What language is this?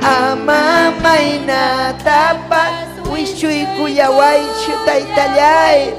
Ayacucho Quechua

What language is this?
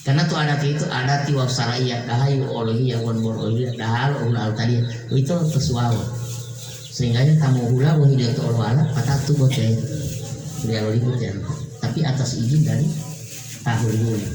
Gorontalo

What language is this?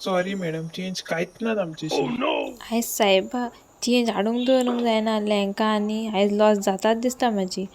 Konkani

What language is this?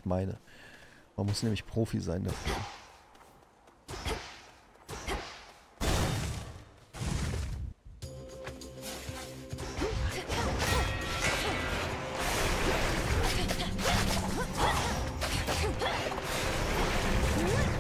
German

